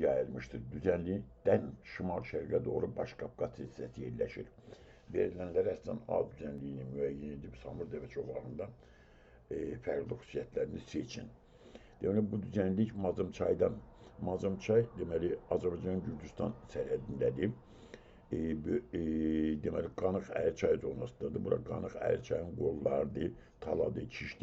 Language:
Azerbaijani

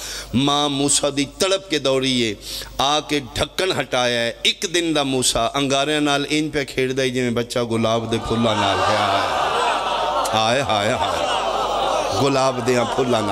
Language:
Pahari-Potwari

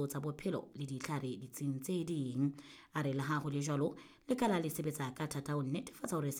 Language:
Southern Sotho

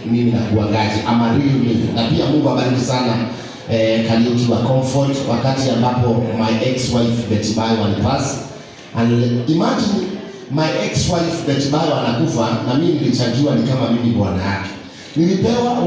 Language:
Swahili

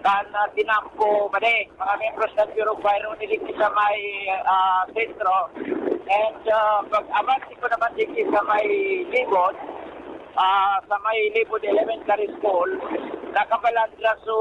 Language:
Bikol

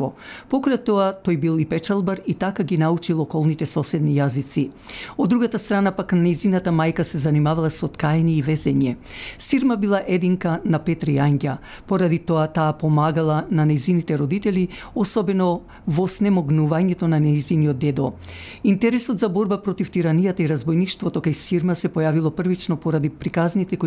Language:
Macedonian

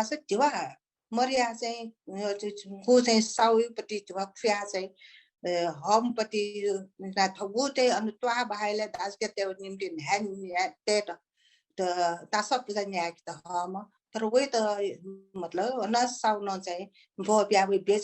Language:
Newari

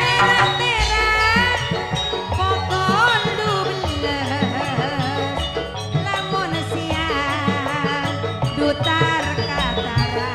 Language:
Madurese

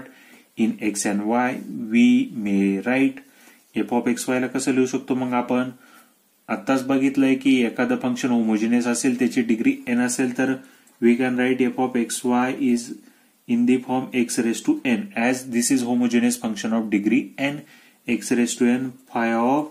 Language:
Marathi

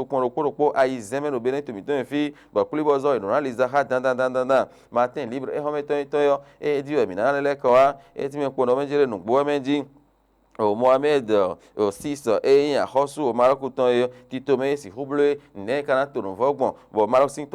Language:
Fon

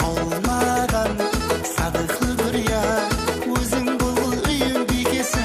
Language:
Kara-Kalpak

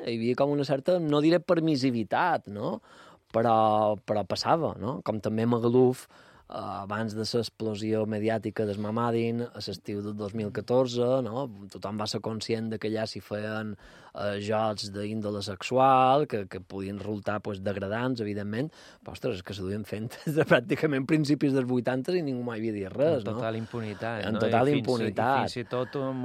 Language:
Catalan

